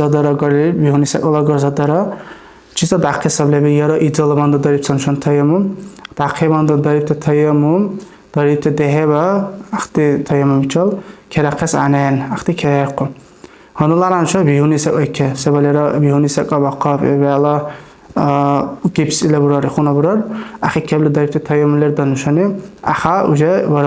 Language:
Dargwa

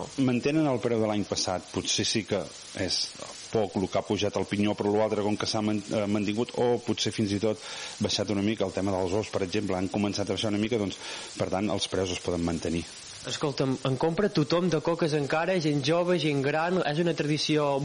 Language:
Catalan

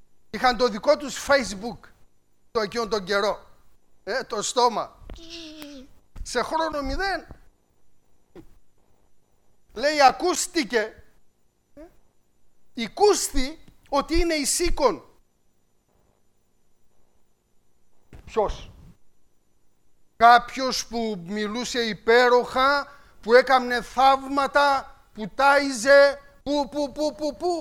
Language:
Greek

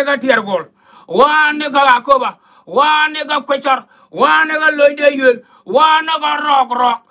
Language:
Nuer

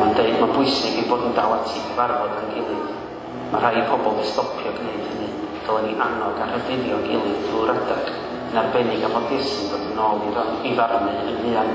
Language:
Welsh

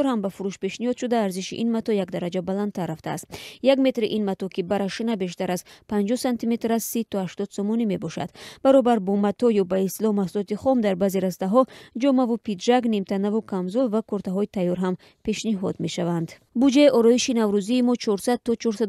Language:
Tajik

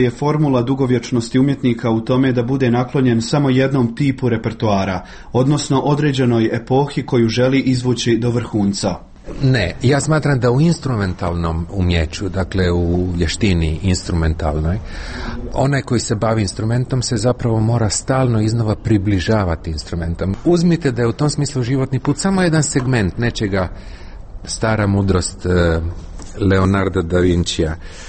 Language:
Serbian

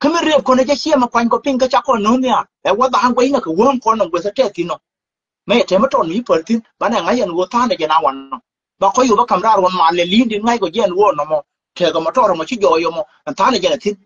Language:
Nuer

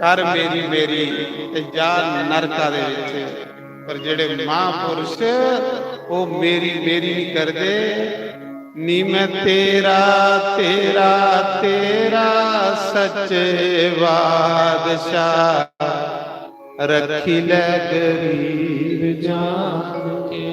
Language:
Dogri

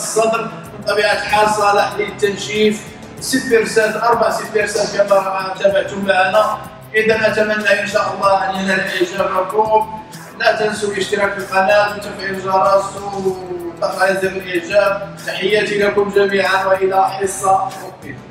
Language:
Arabic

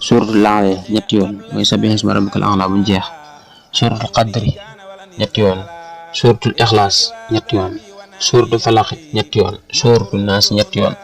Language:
Wolof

